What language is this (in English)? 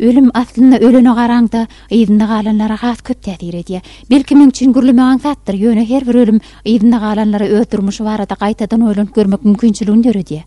Turkmen